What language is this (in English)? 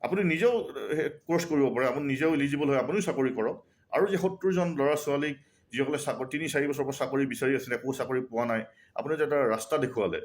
Assamese